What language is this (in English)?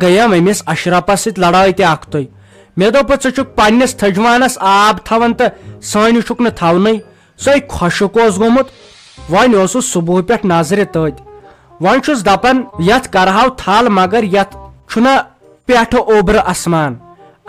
Kashmiri